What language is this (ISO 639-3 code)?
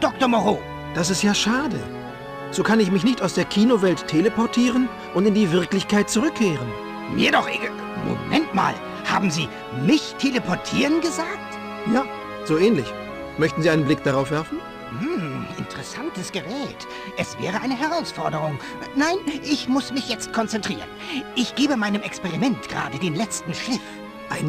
bar